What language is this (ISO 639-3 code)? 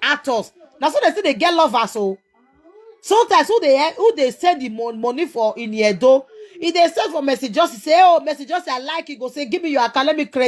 pcm